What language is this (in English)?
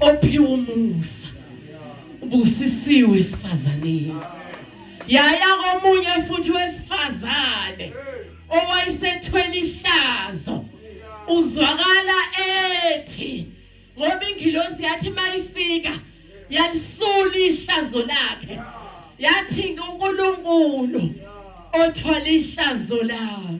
Zulu